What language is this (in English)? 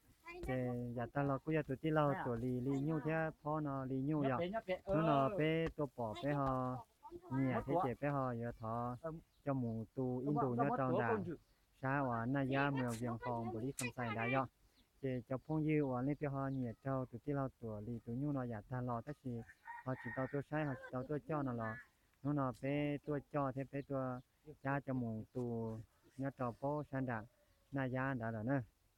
Hmong